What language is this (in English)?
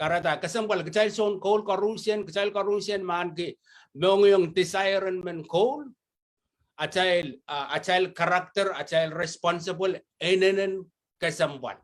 Pohnpeian